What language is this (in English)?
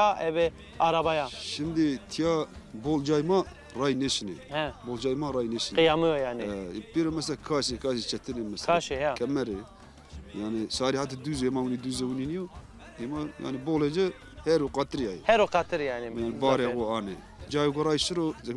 Zaza